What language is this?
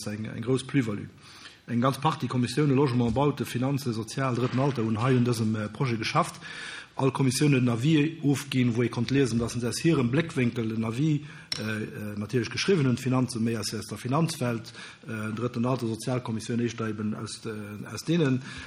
Luxembourgish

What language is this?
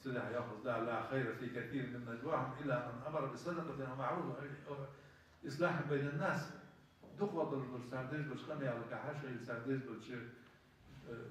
Ingush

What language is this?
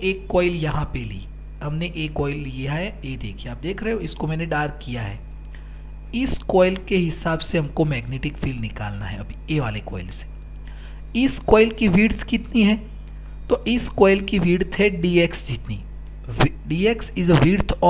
Hindi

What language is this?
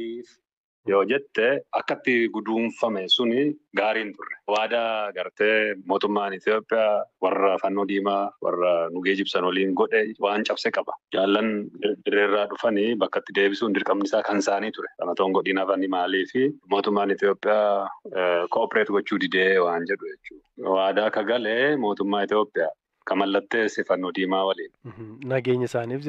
Oromo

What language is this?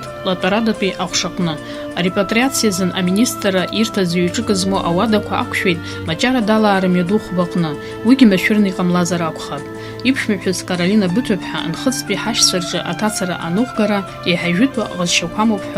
Abkhazian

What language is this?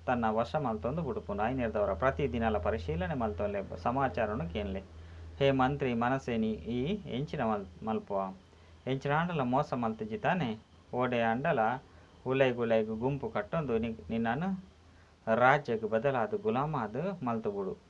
Tulu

